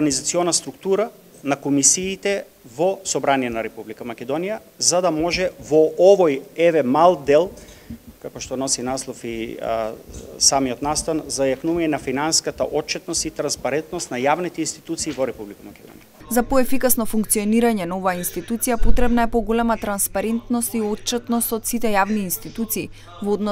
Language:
Macedonian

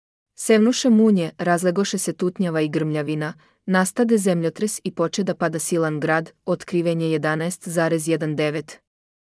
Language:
Serbian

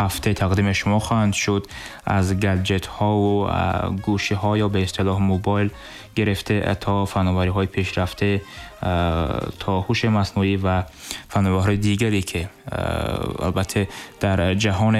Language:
Tajik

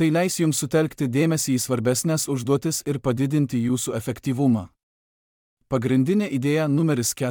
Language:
Lithuanian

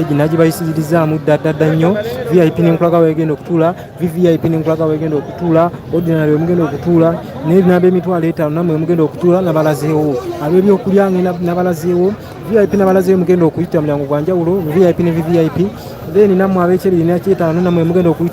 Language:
Ganda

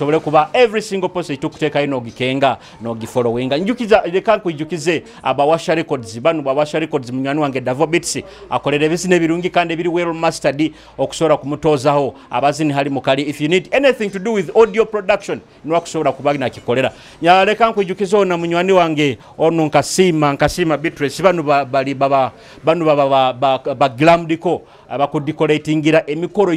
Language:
Nyoro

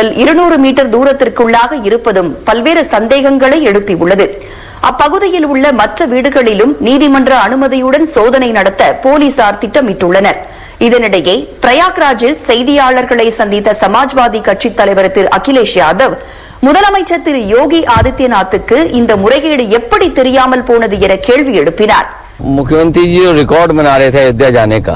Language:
Tamil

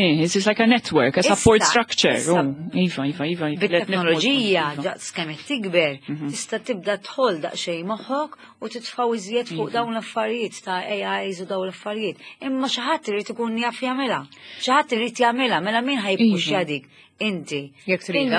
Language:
Maltese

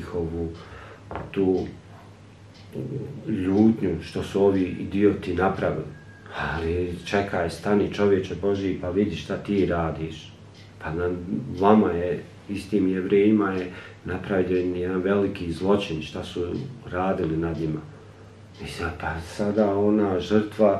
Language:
Bosnian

